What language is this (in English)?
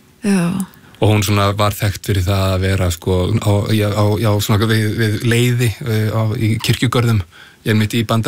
Icelandic